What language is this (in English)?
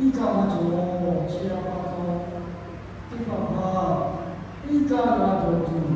Lahu